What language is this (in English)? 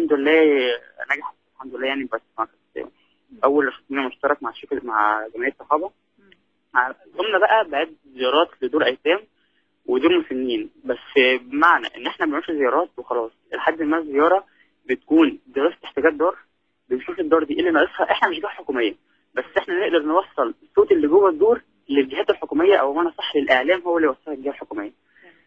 Egyptian Arabic